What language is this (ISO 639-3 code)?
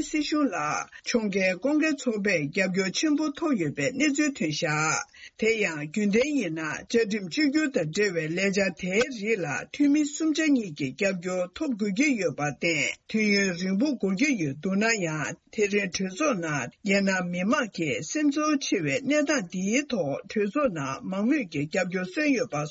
bod